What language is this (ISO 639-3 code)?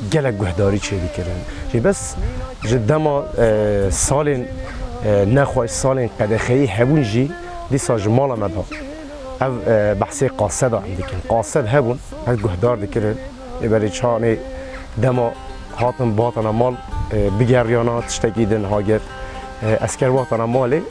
kur